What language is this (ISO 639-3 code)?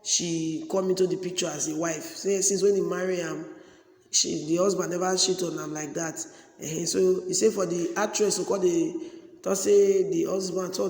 pcm